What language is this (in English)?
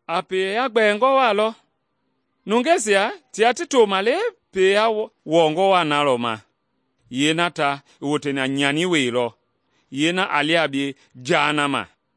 Mende